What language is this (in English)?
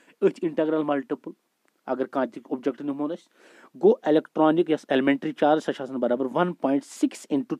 Kashmiri